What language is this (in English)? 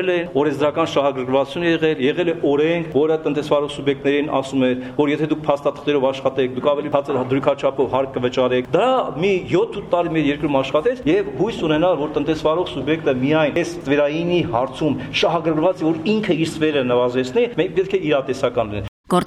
Armenian